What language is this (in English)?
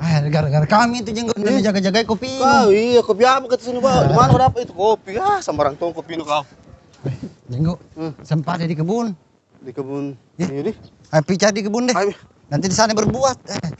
Makassar Malay